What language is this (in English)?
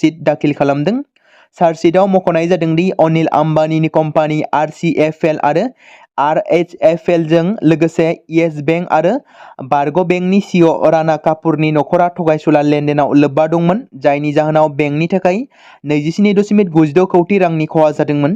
Bodo